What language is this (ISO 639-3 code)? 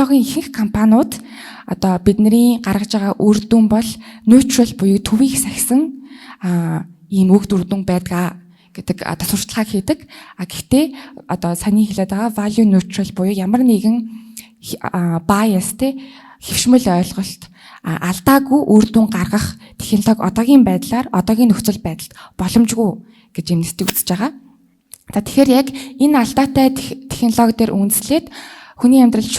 mon